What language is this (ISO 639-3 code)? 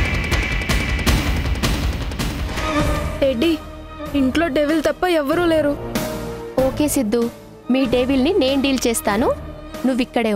tel